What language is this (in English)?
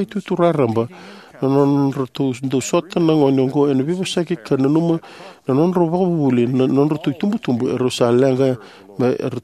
Fijian